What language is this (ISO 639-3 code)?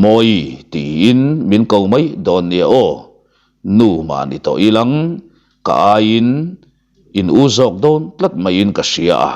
lus